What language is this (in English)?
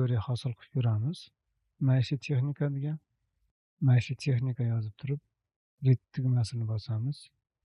Uzbek